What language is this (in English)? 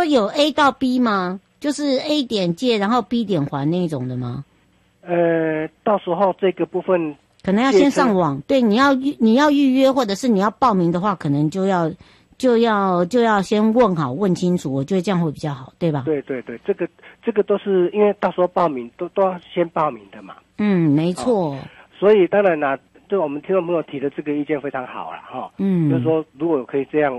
Chinese